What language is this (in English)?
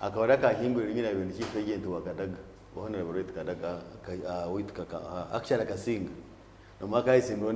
Nyankole